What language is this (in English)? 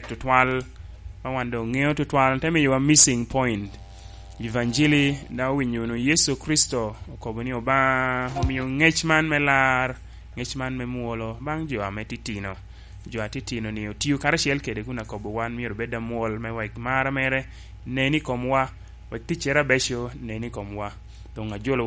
Lango (Uganda)